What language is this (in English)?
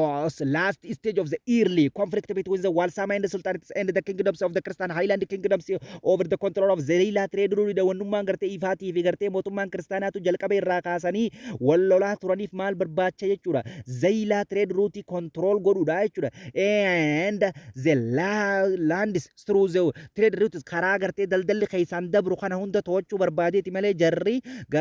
Oromo